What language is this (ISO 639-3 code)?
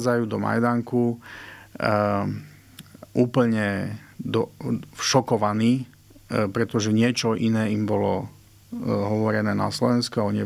slk